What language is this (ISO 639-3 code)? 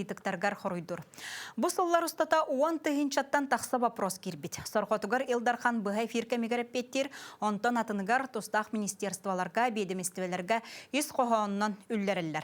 sah